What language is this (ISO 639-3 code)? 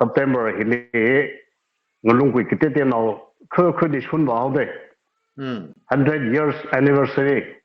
nmf